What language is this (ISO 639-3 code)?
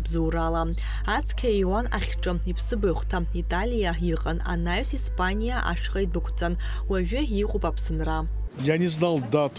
abk